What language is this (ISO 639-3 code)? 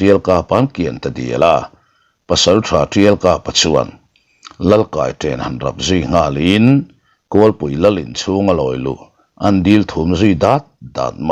lus